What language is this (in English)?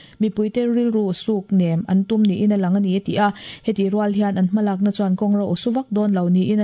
Mizo